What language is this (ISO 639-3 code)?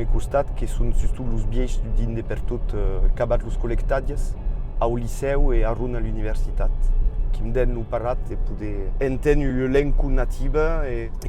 oci